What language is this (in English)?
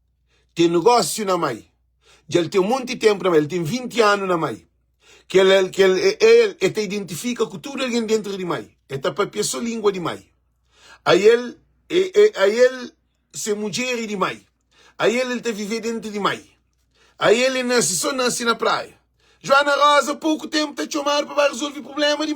Kabuverdianu